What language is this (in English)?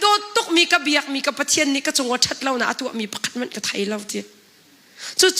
Hakha Chin